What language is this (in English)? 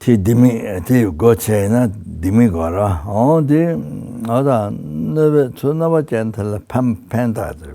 Tibetan